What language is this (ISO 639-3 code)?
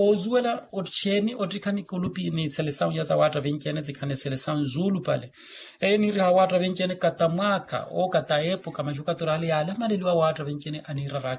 vmw